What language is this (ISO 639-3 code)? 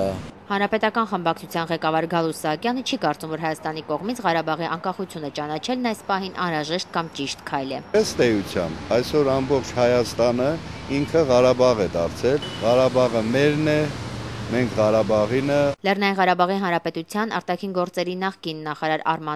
hye